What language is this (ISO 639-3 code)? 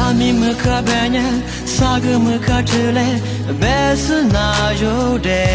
lis